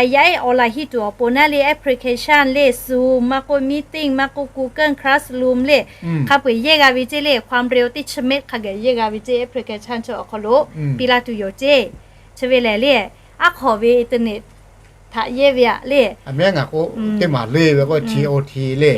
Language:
Lahu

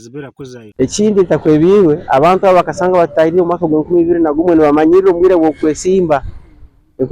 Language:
Nyankole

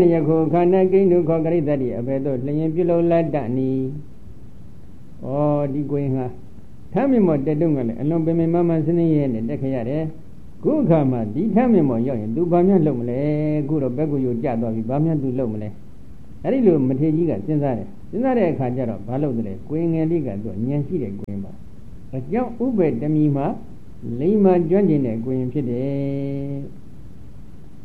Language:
Burmese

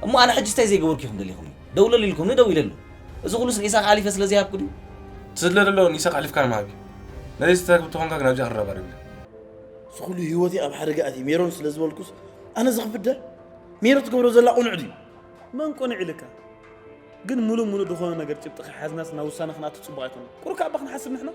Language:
Tigrinya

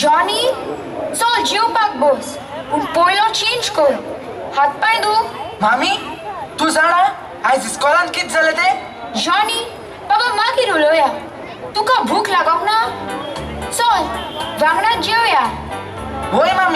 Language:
Konkani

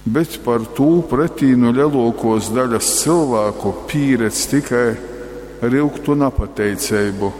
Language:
Latgalian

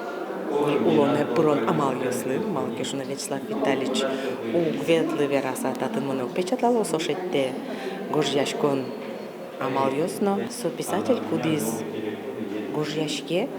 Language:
Udmurt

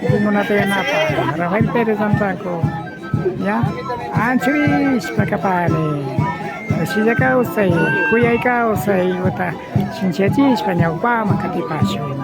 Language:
Imbabura Highland Quichua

